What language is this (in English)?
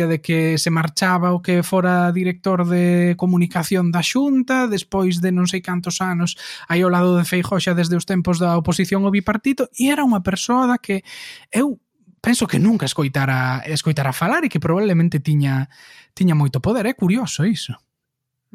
Galician